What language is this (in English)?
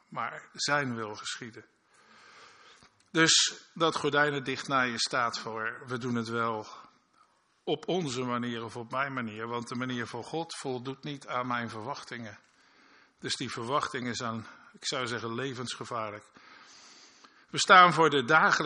Dutch